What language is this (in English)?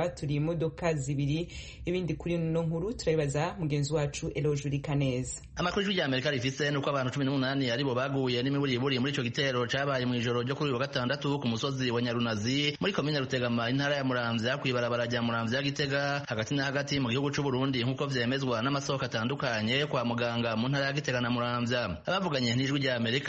Rundi